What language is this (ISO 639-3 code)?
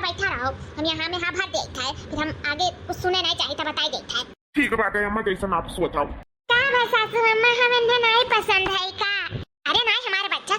awa